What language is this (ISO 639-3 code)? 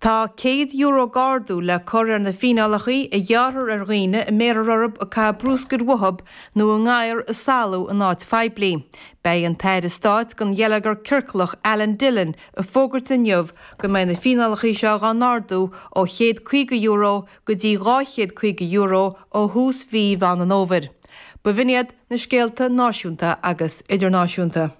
gle